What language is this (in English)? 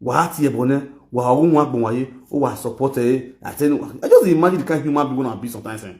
Nigerian Pidgin